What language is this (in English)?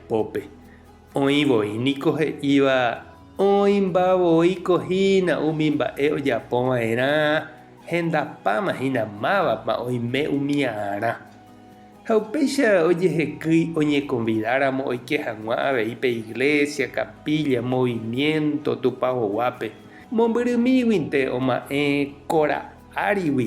Guarani